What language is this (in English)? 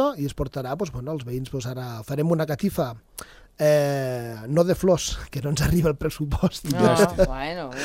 Catalan